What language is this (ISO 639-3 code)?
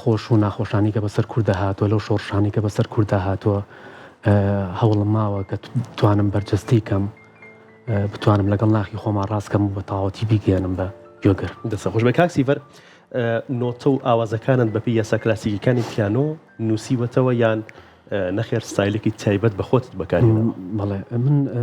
ckb